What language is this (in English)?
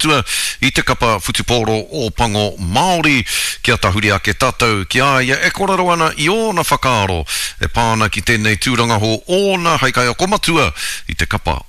Māori